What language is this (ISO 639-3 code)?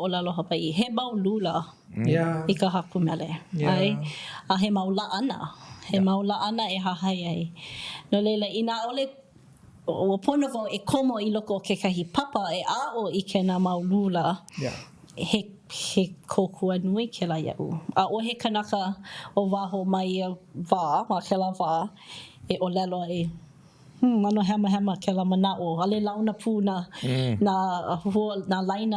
haw